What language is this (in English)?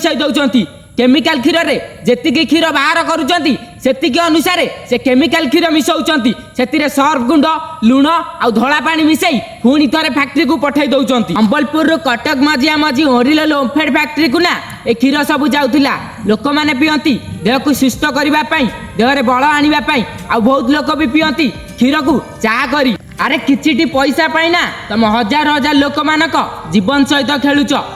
Odia